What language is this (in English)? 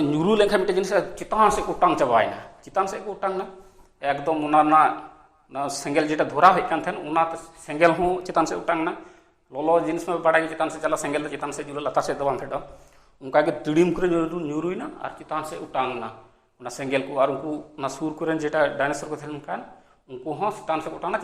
Santali